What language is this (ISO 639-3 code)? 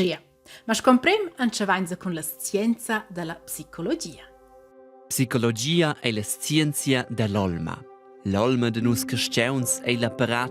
roh